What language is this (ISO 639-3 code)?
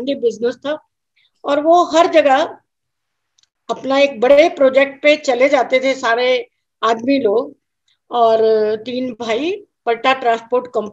hin